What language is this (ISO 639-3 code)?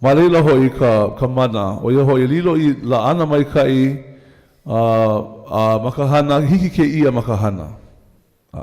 haw